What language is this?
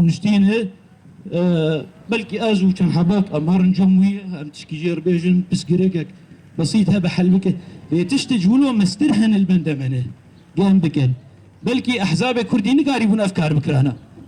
Kurdish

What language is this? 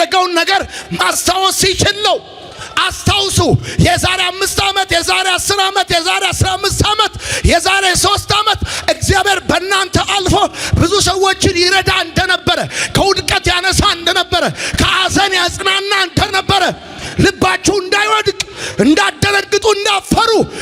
Amharic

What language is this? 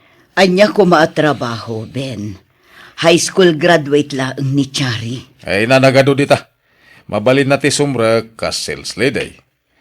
Iloko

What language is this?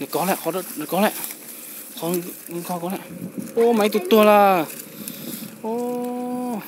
Hmong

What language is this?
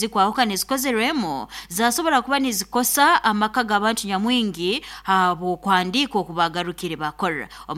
Nyoro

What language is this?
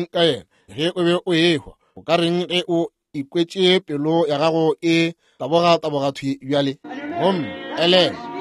Northern Sotho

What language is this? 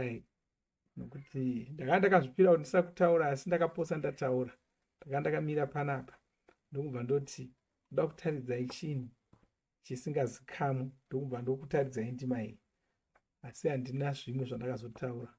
Shona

